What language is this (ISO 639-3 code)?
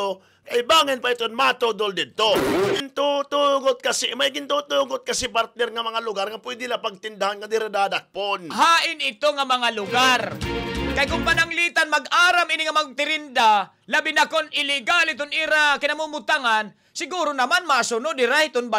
war